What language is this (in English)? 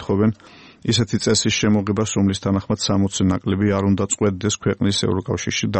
Georgian